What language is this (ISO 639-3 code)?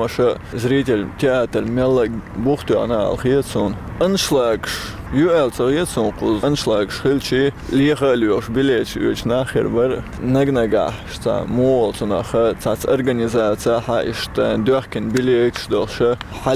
che